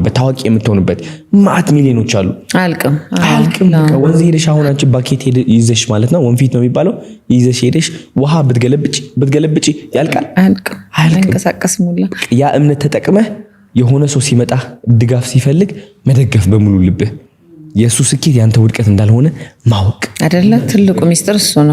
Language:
Amharic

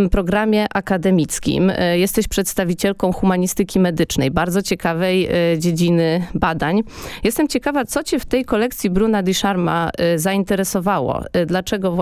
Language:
Polish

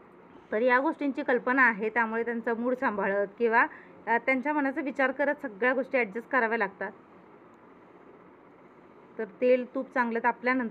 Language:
Marathi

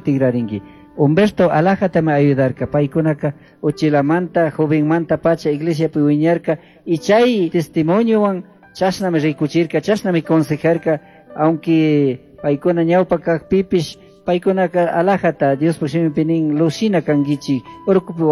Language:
Chimborazo Highland Quichua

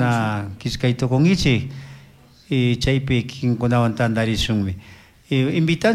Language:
Chimborazo Highland Quichua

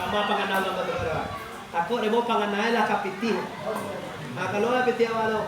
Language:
Minangkabau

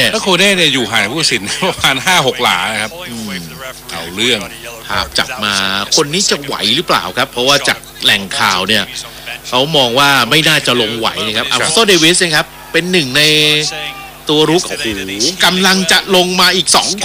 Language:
Thai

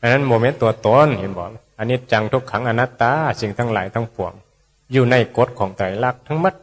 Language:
Northeastern Thai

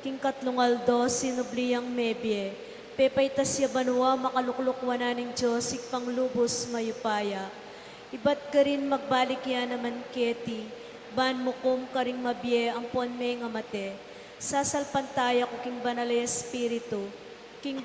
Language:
Pampanga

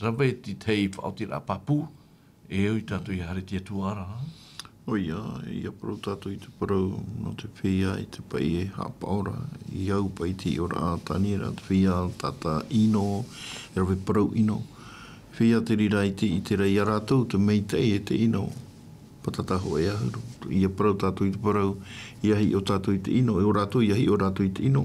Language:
Tahitian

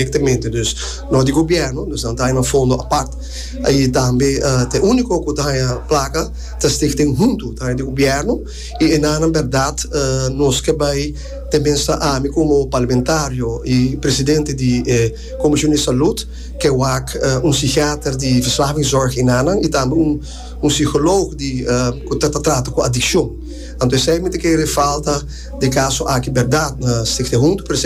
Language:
Papiamento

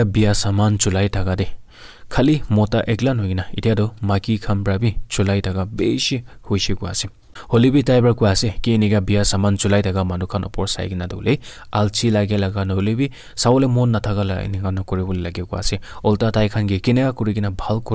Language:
Naga Pidgin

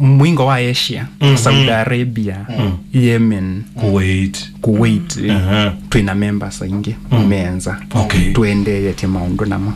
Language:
Kamba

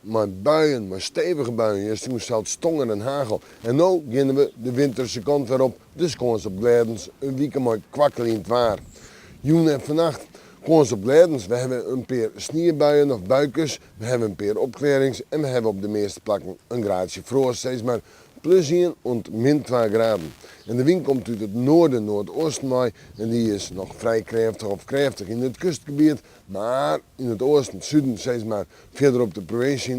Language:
Western Frisian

